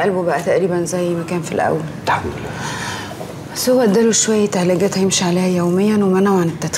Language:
Egyptian Arabic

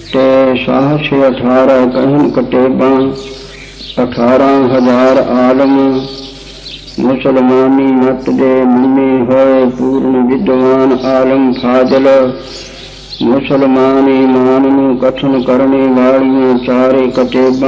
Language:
Punjabi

